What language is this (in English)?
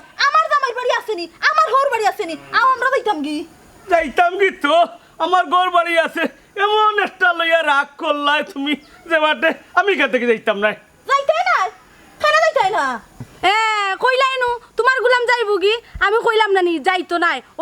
Sylheti